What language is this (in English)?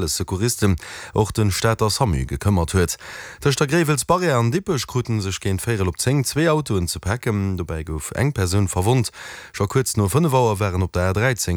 Luxembourgish